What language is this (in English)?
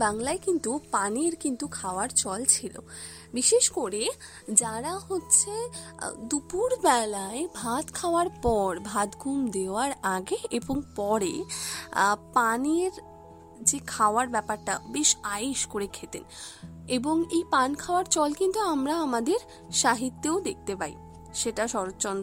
Bangla